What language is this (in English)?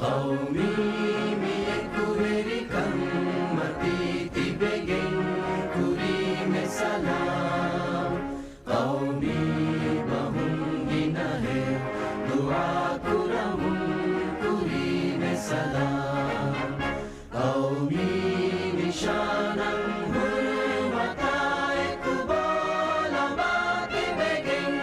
Divehi